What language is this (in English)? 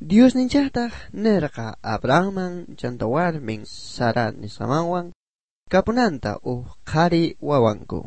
South Bolivian Quechua